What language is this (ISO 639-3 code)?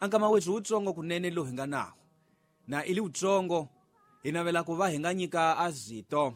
tso